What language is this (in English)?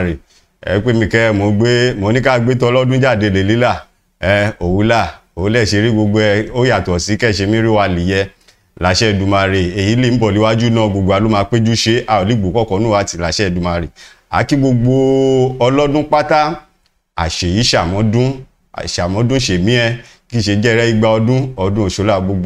Yoruba